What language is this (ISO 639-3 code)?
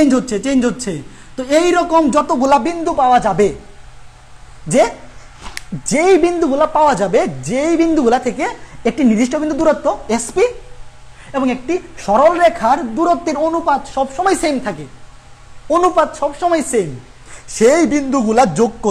ben